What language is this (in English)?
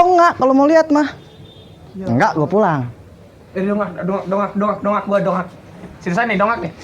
Betawi